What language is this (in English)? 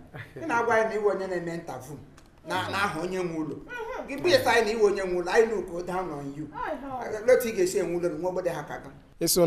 Igbo